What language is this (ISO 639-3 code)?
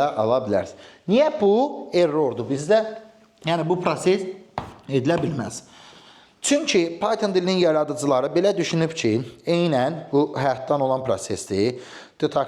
aze